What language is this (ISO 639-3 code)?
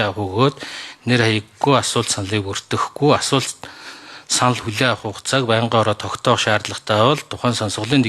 mon